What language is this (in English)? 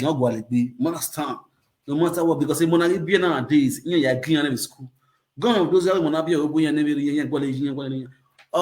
Nigerian Pidgin